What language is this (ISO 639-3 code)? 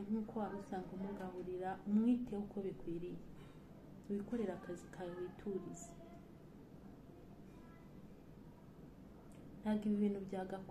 kin